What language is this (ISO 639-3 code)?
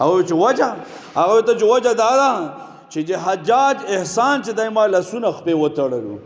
pus